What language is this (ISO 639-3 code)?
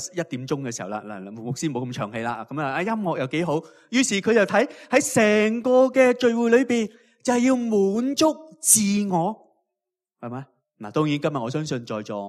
yue